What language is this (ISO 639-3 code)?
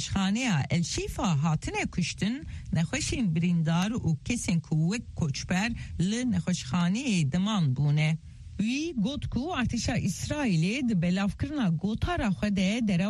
kur